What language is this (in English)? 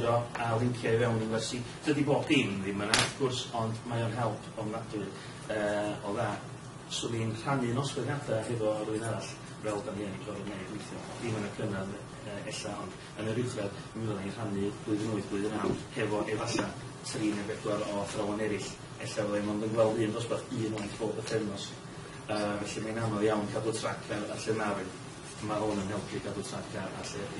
Welsh